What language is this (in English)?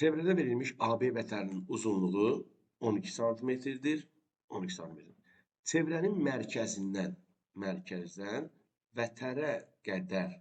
Azerbaijani